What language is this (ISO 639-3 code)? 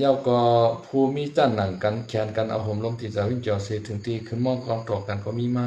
shn